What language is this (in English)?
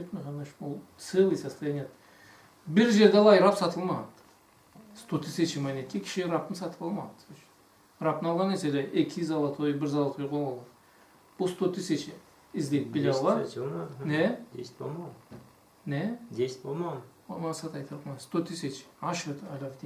Karachay-Balkar